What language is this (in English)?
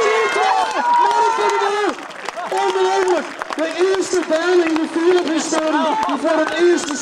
Western Frisian